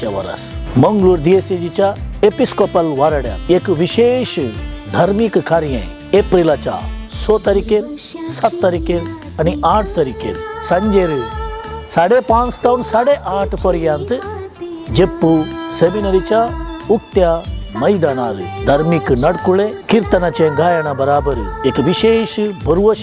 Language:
Konkani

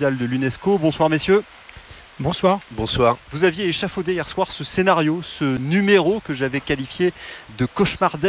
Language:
French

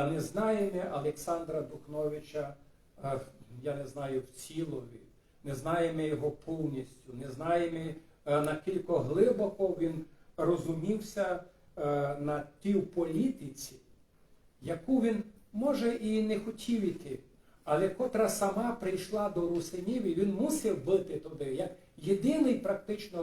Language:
Rusyn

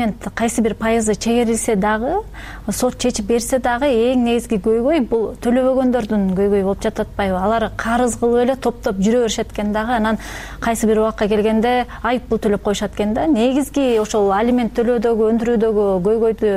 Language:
Kyrgyz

